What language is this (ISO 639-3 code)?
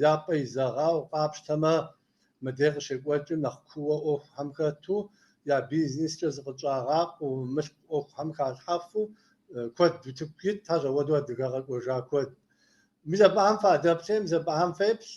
kbd